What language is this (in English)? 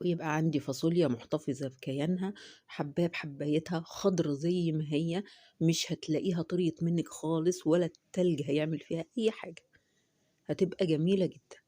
Egyptian Arabic